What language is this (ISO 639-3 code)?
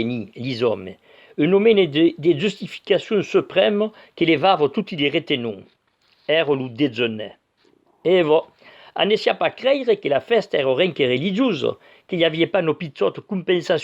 oci